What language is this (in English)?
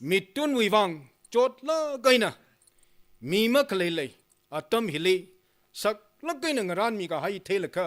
Tangkhul Naga (India)